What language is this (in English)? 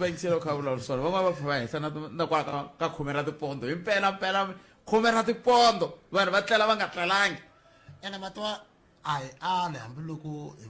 Tsonga